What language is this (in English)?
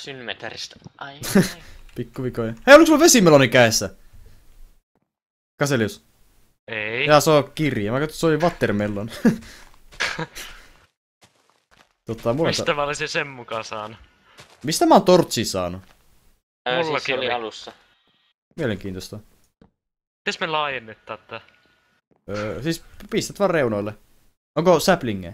Finnish